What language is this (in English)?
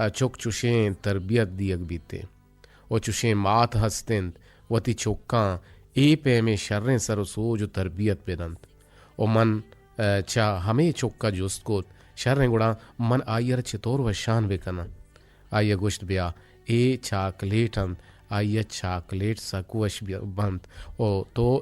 Eastern Balochi